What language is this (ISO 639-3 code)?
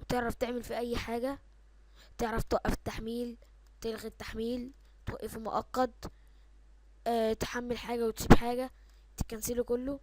arz